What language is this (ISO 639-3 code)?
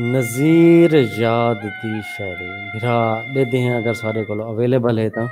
skr